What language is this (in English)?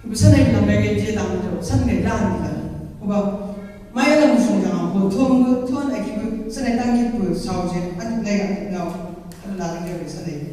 Chang Naga